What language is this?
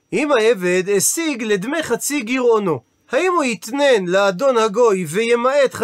Hebrew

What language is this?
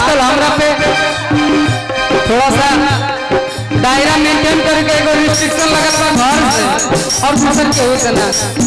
Bhojpuri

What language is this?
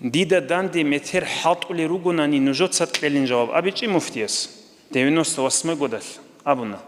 Avaric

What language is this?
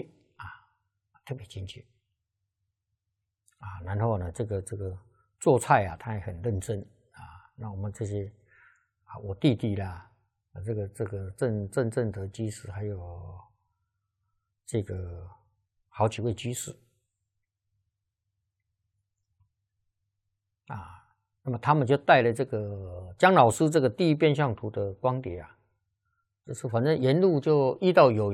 Chinese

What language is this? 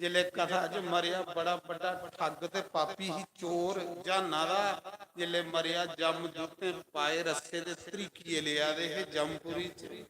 Dogri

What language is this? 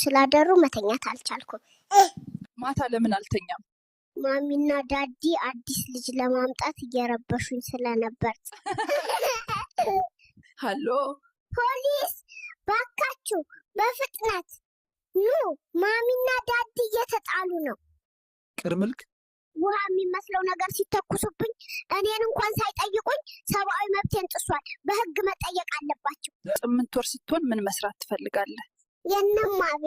Amharic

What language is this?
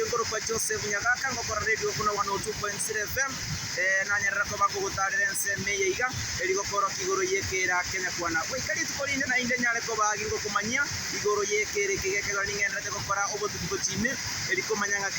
Gusii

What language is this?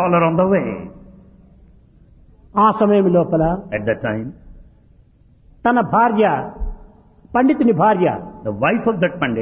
Telugu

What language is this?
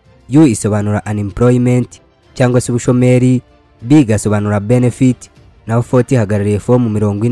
Kinyarwanda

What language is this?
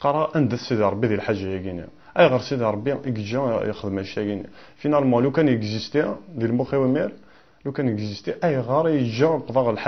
Kabyle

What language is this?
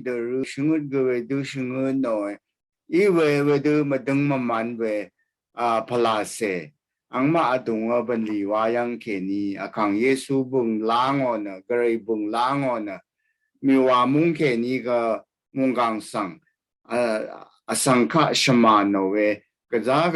Rawang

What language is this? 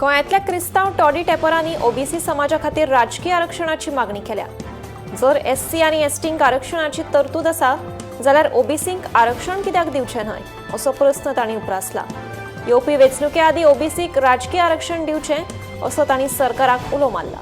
Konkani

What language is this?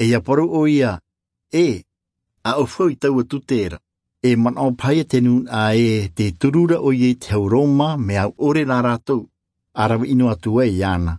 Tahitian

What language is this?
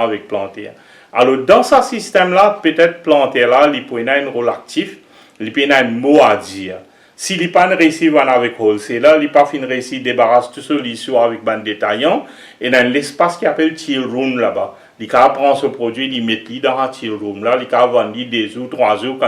Morisyen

